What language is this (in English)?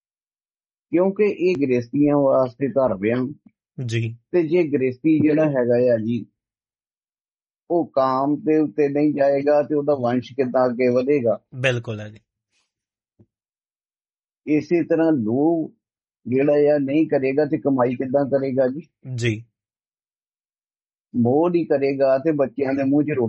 Punjabi